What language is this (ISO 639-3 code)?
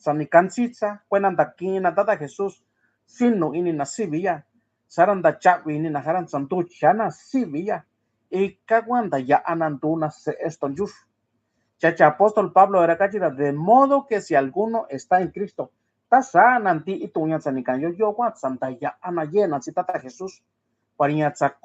mix